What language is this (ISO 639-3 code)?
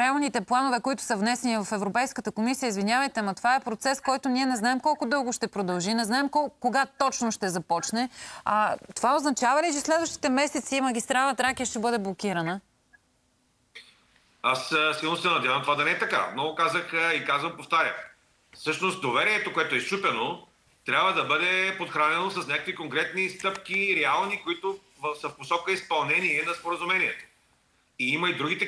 bul